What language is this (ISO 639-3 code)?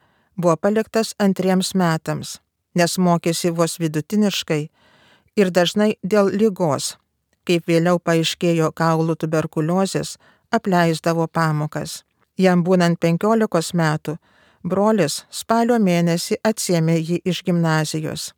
lit